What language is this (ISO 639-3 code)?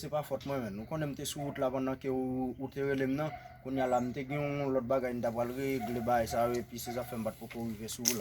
hat